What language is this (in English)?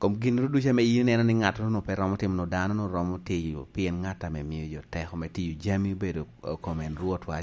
Lango (Uganda)